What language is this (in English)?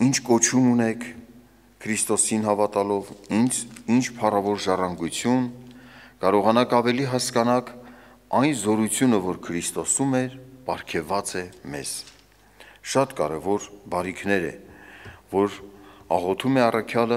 Armenian